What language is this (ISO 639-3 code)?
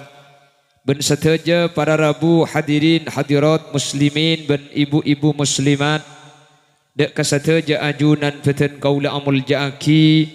mad